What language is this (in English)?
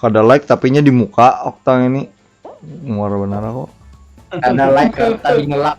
Banjar